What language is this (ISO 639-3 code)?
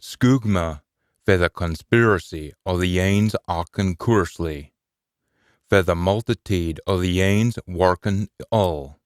sco